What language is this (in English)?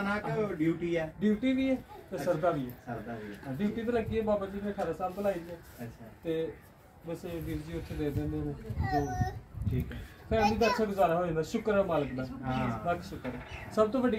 Punjabi